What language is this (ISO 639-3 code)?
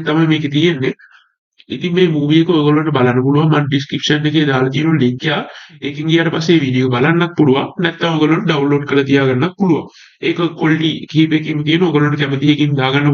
sin